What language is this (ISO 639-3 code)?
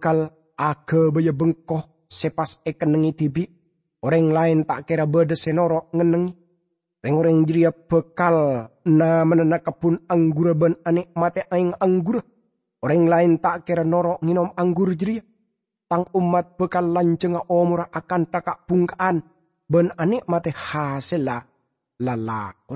mad